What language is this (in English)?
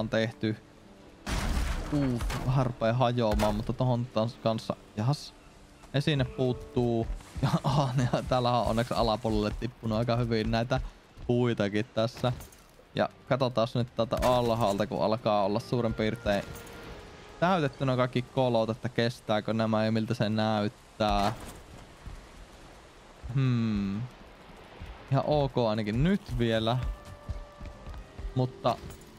Finnish